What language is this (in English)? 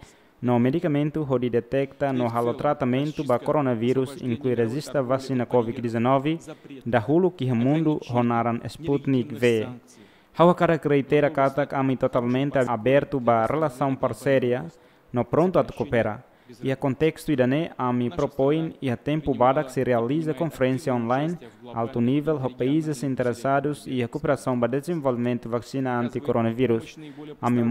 Tetum